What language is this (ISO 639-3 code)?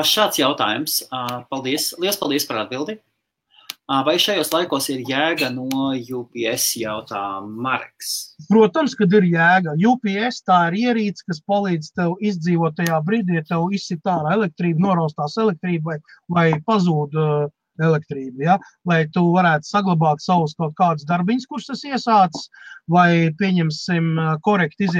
lav